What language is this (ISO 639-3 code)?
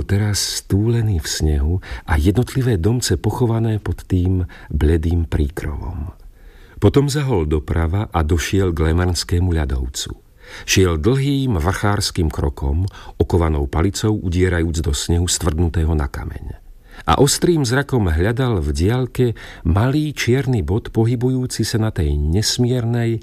slk